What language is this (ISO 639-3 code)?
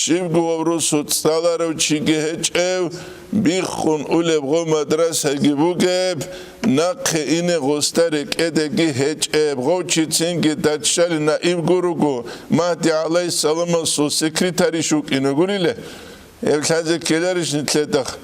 ava